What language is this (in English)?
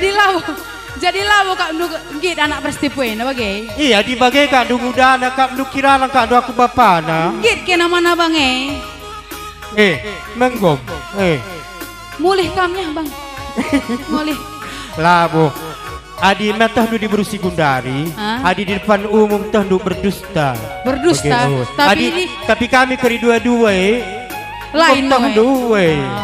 Batak Karo